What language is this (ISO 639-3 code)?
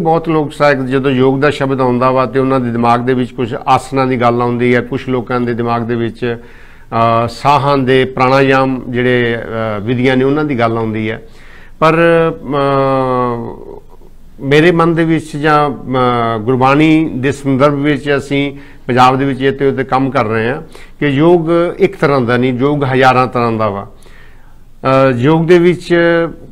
pan